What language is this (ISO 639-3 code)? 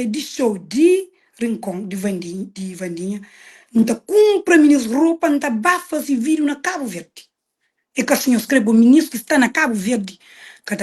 kea